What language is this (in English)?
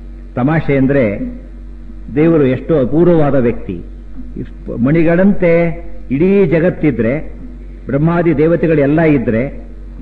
Kannada